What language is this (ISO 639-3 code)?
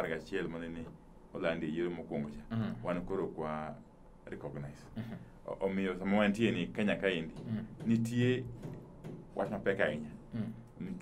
luo